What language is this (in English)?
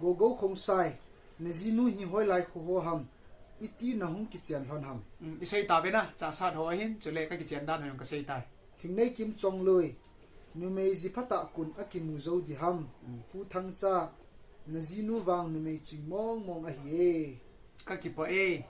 Thado Chin